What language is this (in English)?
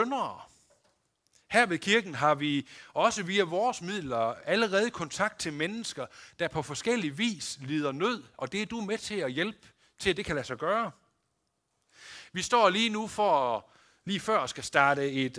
Danish